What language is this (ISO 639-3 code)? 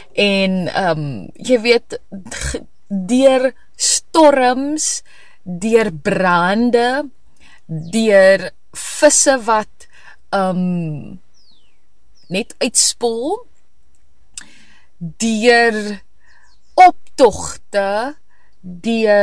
afr